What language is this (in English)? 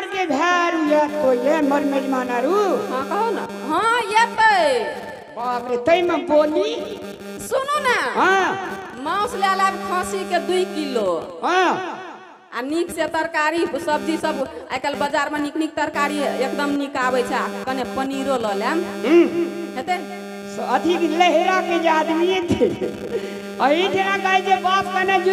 Maithili